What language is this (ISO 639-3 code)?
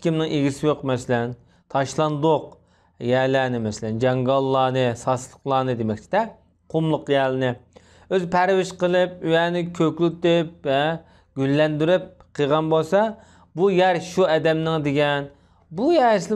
uig